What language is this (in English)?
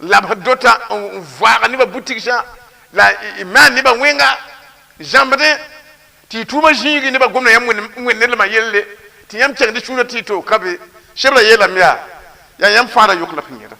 Mossi